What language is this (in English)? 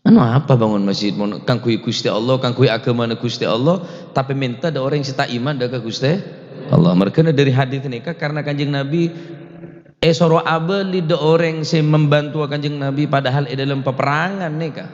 Madurese